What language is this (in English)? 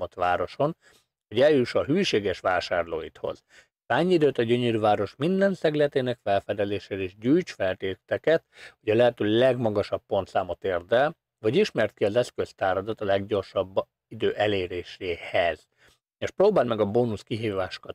Hungarian